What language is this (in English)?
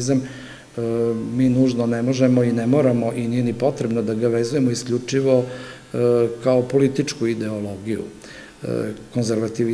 Serbian